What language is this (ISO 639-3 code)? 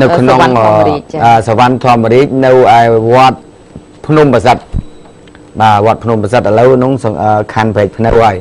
khm